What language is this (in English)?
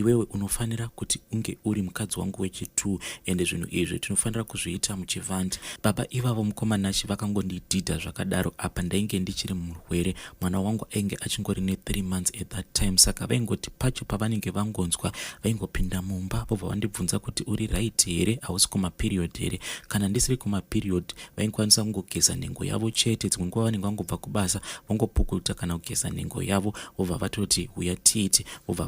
Shona